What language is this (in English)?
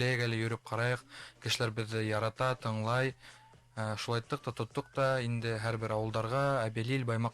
Bashkir